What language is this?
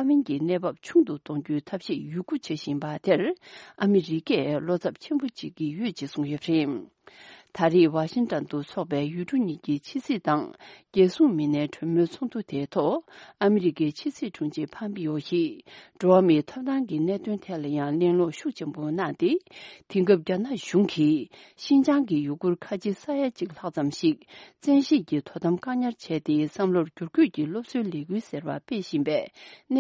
Tibetan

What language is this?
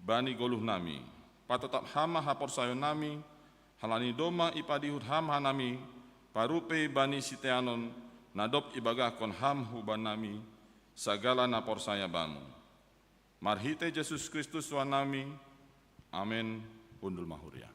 Batak Simalungun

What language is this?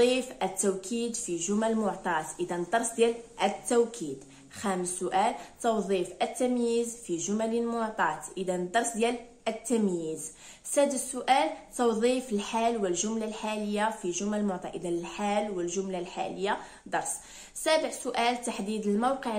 Moroccan Arabic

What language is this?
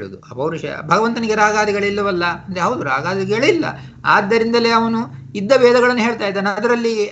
Kannada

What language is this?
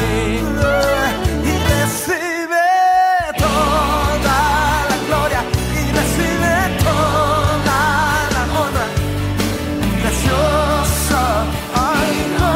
Spanish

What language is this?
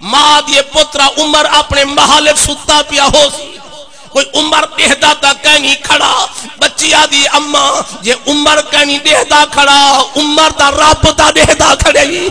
Saraiki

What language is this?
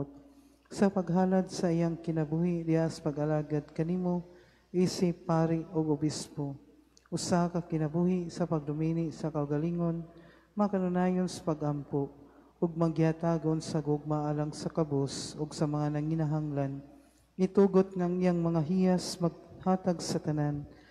Cebuano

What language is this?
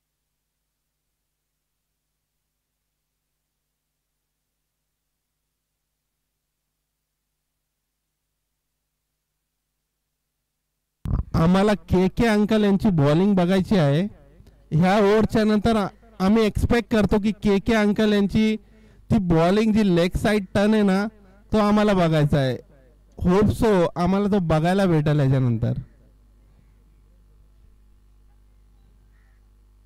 Marathi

